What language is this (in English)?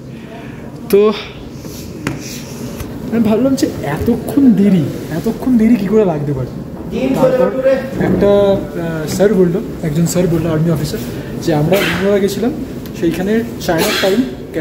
Bangla